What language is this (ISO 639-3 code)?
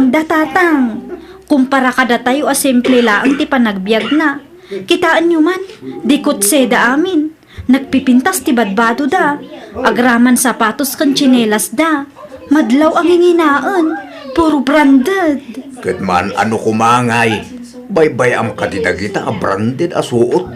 ilo